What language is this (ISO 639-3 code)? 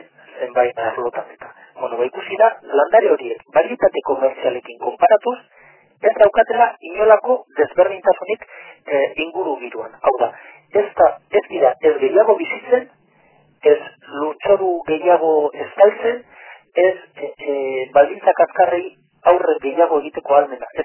eus